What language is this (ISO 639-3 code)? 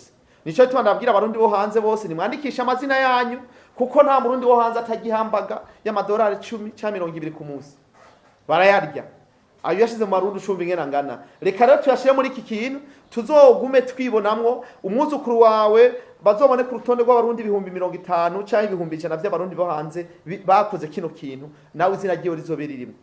run